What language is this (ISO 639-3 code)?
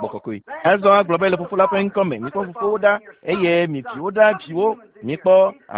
ewe